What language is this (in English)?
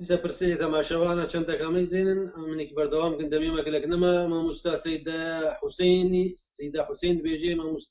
Kurdish